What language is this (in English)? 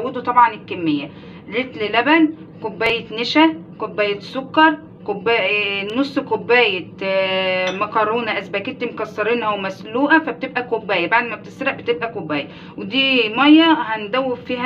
Egyptian Arabic